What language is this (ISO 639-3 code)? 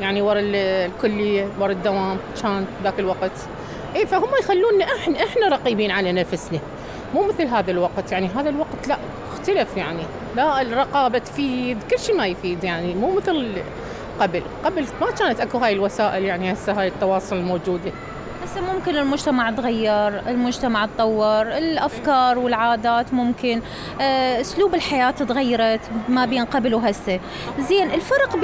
acm